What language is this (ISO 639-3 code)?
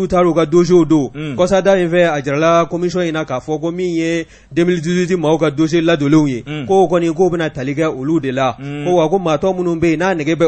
bam